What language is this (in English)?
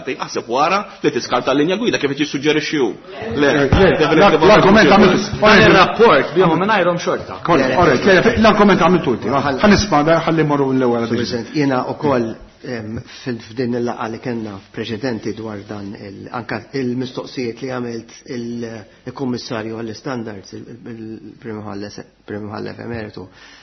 Maltese